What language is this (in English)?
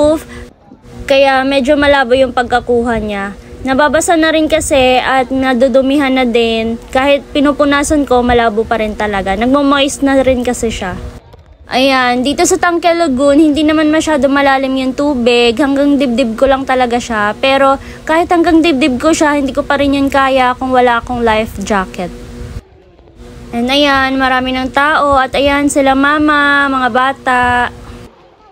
Filipino